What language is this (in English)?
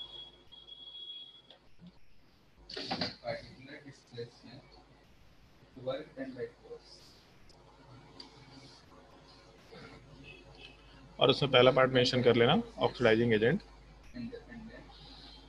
Hindi